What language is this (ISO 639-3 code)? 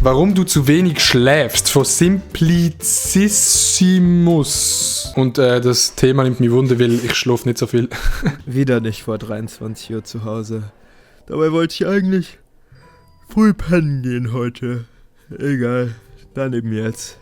gsw